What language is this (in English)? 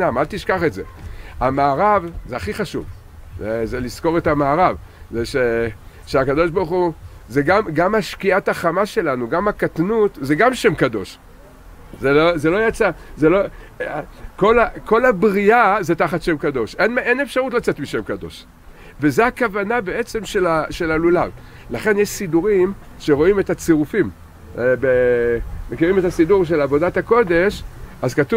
Hebrew